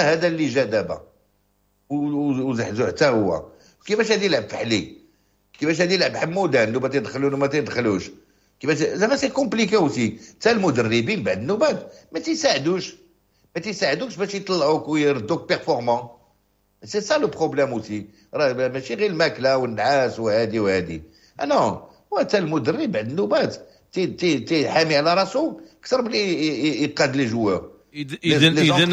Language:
Moroccan Arabic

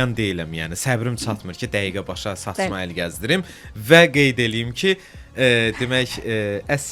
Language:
Azerbaijani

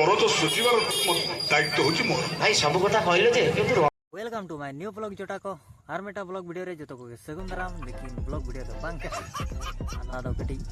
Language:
Santali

